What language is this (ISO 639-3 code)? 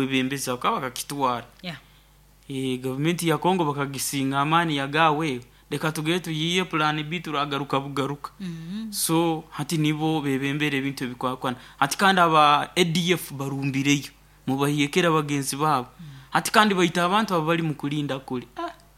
nyo